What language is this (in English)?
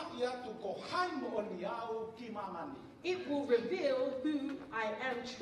Tongan